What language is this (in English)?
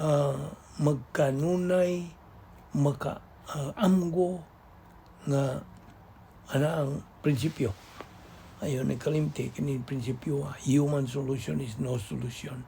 Cebuano